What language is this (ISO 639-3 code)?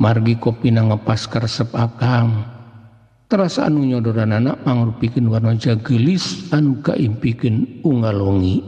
sun